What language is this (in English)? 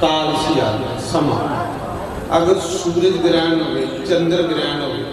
Dogri